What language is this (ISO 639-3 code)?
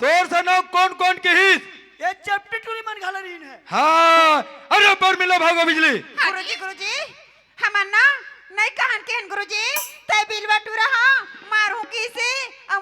hne